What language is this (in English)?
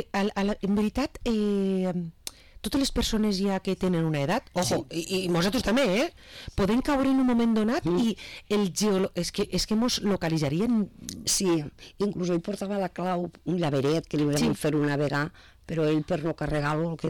Catalan